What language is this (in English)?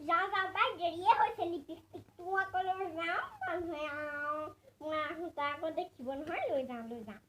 Assamese